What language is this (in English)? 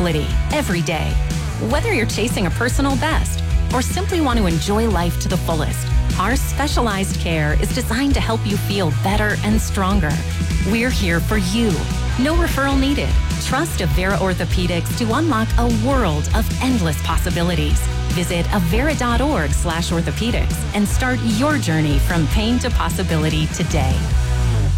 English